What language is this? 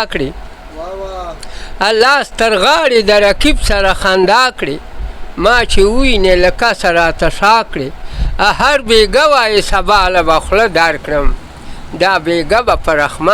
Pashto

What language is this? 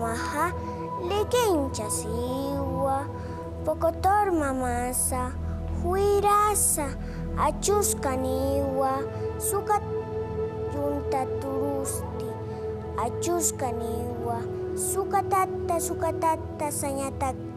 Aymara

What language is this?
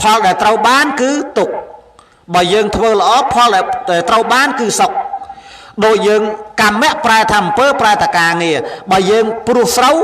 Khmer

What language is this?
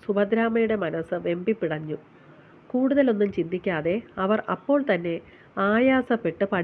Malayalam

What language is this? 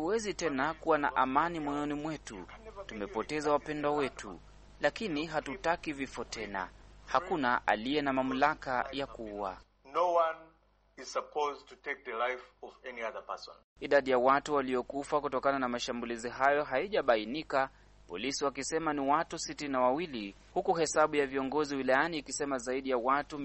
Swahili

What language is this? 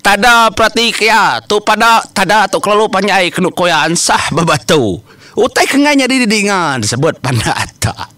Iban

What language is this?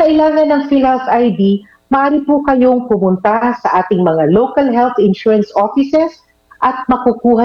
Filipino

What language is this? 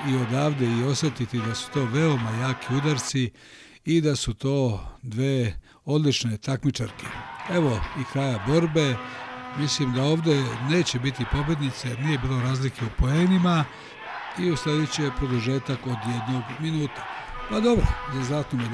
Bosnian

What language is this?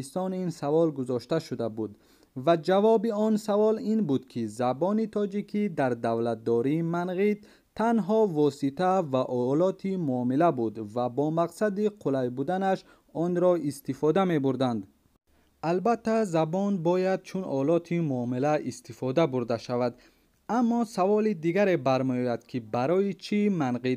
Tajik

